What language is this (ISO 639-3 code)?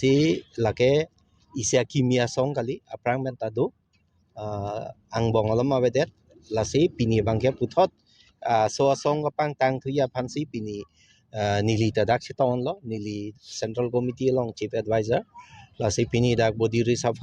mjw